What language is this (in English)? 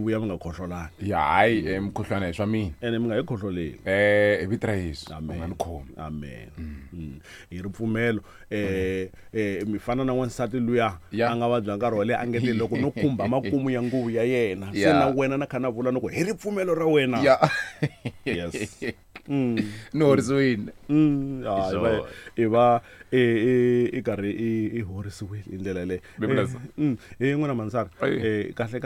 Tsonga